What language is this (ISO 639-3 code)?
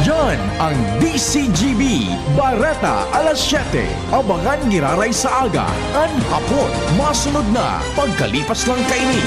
bik